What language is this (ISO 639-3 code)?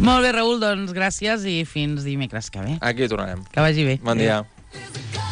cat